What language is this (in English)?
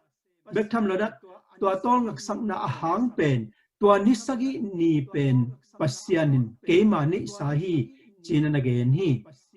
Tedim Chin